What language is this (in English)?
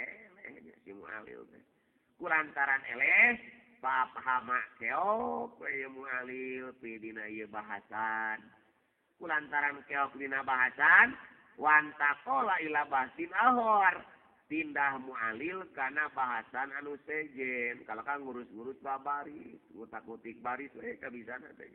Sundanese